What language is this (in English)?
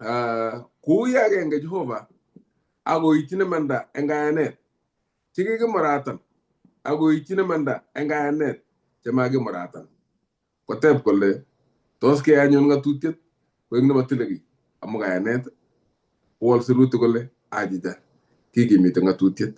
Kalenjin